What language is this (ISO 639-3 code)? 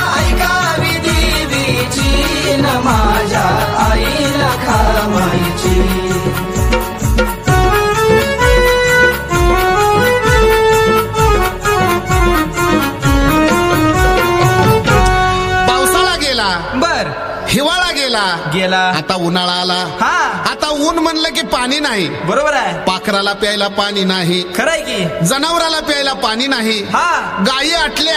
mar